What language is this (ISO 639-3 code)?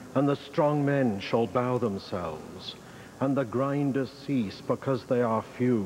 eng